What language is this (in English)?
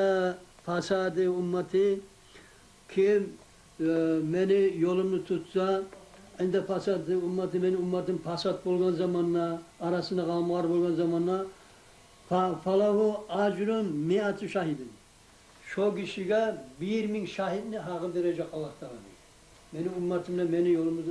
Kumyk